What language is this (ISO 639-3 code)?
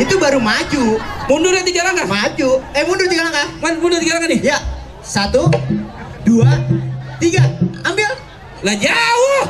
bew